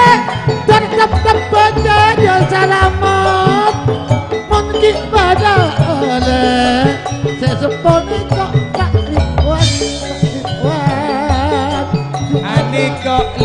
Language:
Madurese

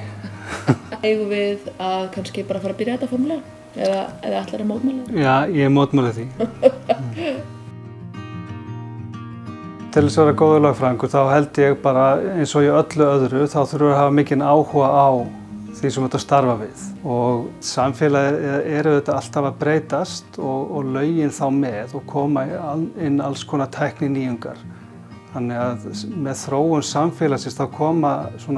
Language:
Icelandic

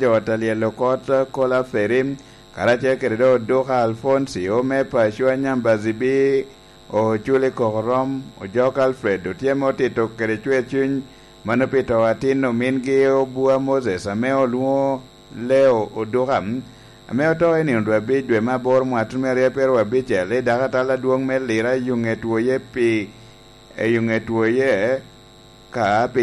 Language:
Lango (Uganda)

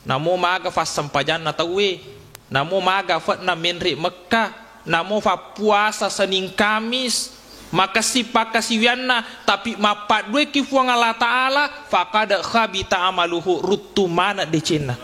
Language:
Buginese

